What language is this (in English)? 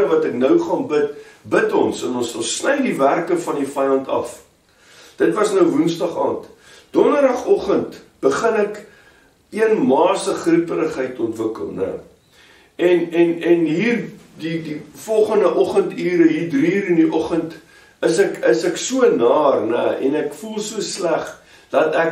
Afrikaans